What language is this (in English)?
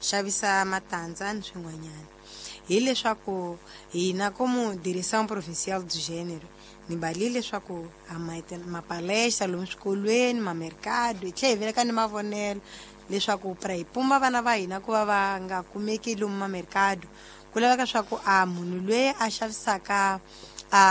Tsonga